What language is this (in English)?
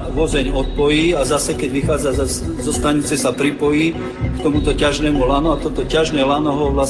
Slovak